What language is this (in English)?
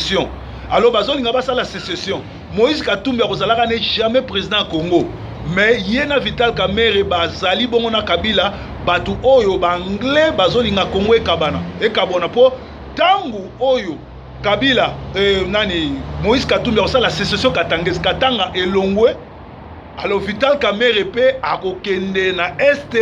Lingala